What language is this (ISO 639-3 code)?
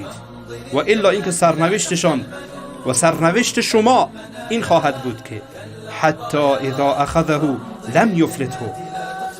fas